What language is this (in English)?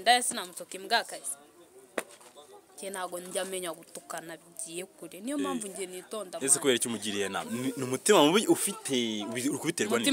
Kinyarwanda